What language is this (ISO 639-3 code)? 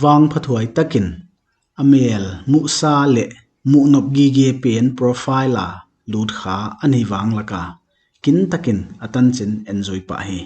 pck